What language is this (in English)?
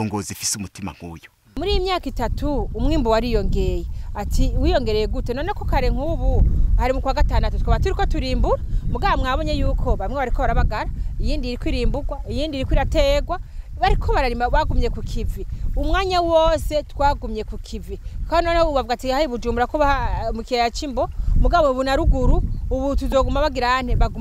Rundi